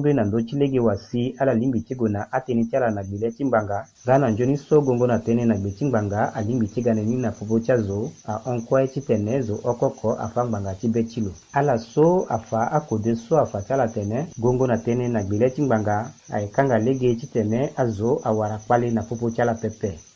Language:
Sango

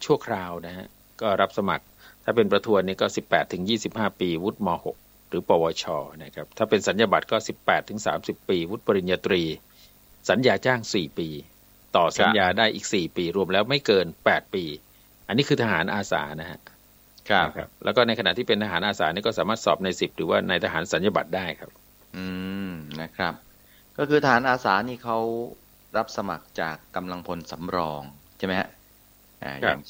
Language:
Thai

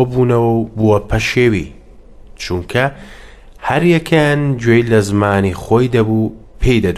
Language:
Central Kurdish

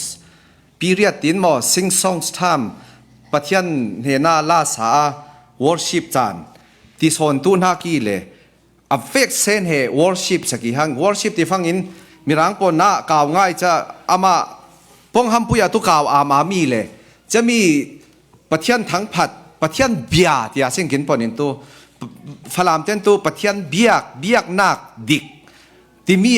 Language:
Falam Chin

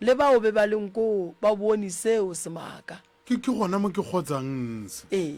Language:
Northern Sotho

